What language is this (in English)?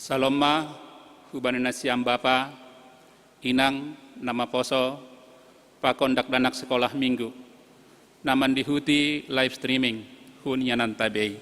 Batak Simalungun